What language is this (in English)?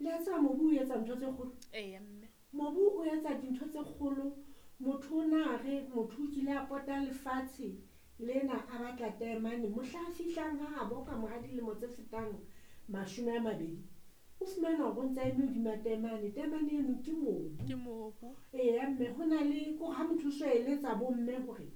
Southern Sotho